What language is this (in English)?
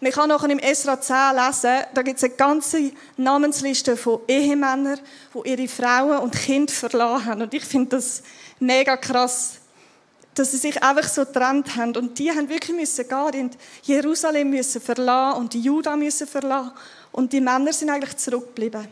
Swiss German